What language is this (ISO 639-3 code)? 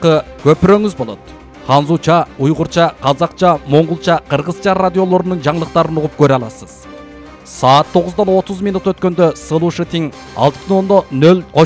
kir